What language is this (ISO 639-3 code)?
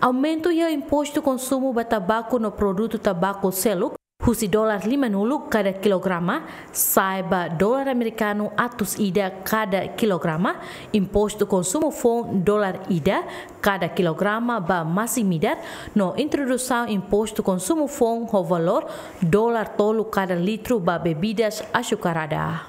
tet